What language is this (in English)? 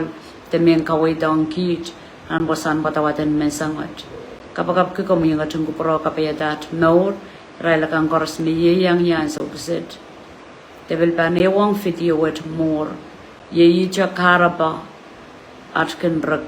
Pohnpeian